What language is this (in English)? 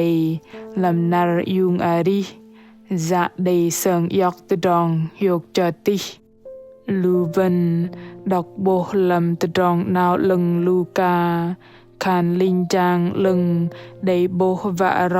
Bahnar